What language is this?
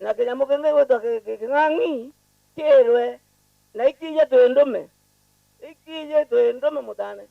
Meru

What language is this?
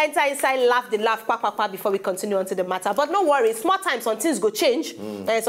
Nigerian Pidgin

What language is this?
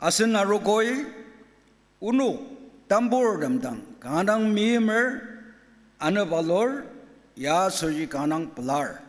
Ao Naga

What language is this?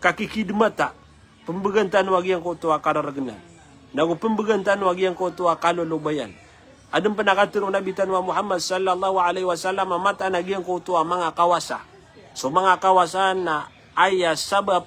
Maranao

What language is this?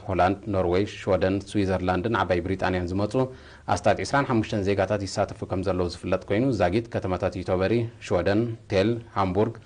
Tigrinya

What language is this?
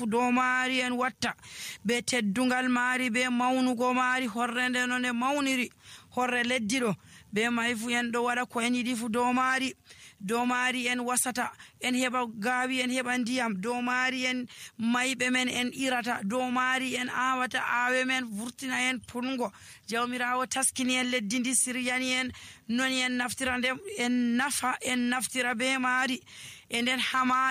Nigerian Fulfulde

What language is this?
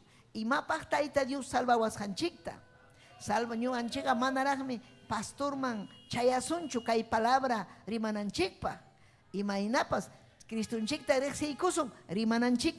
Ayacucho Quechua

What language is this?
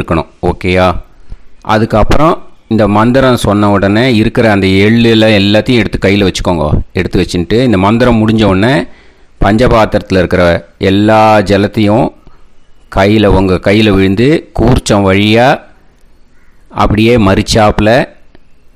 Tamil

